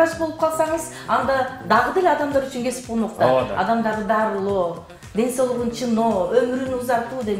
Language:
Kyrgyz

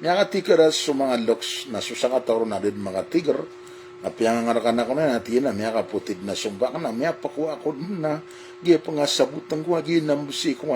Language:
Maranao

